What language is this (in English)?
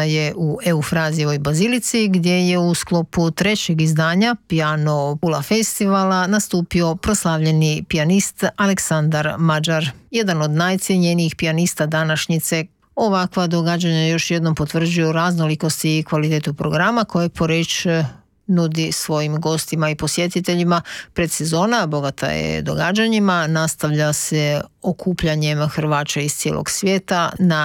Croatian